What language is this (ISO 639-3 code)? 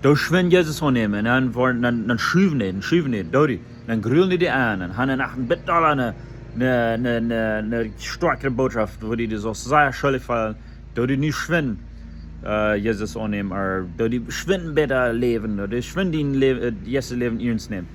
pdt